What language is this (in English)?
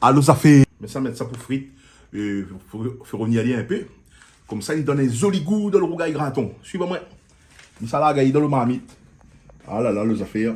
Réunion Creole French